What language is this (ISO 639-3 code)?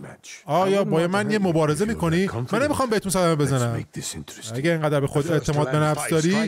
fas